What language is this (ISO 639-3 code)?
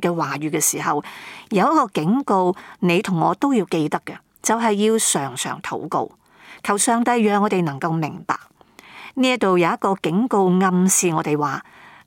yue